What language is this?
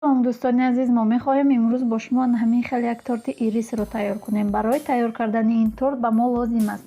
Tajik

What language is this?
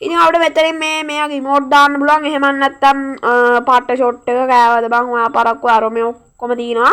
Sinhala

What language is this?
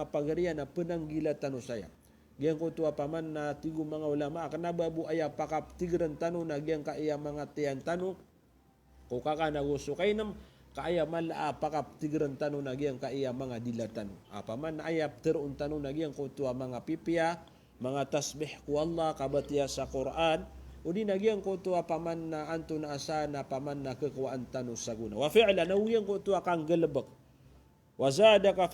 Maranao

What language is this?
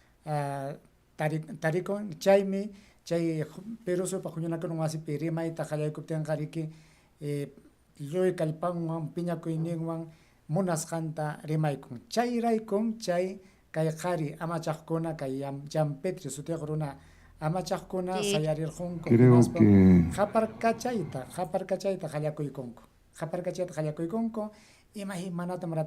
Ayacucho Quechua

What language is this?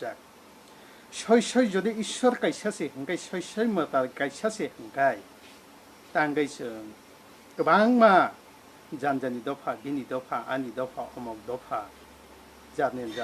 Kok Borok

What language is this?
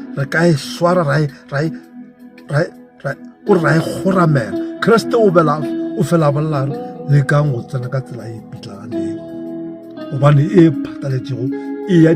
Northern Sotho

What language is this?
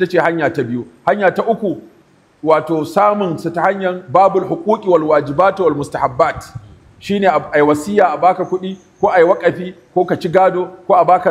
Hausa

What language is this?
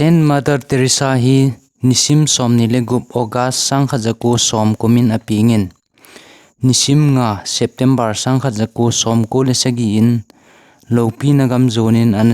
Thado Chin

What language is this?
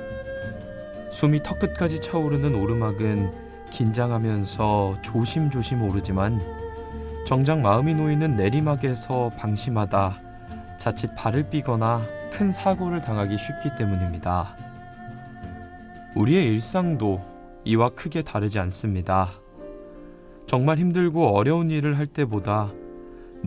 Korean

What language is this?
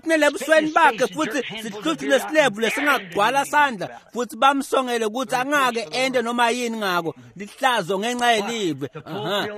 Swati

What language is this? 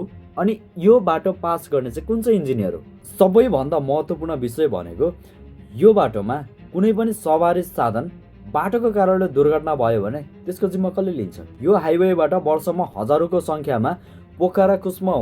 Nepali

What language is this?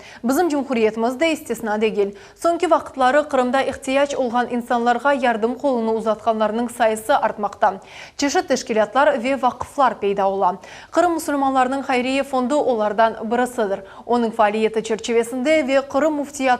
Crimean Tatar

